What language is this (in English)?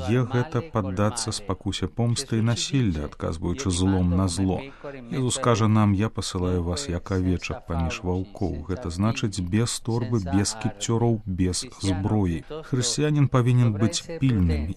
Belarusian